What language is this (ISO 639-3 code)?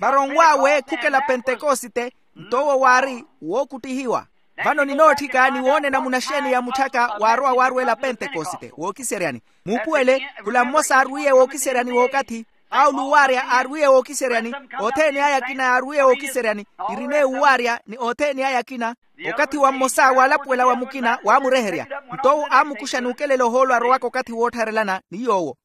vmw